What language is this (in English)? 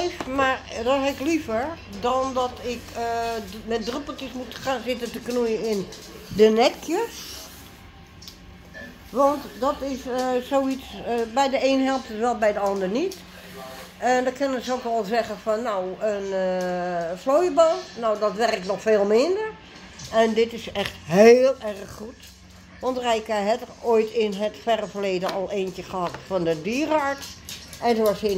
Dutch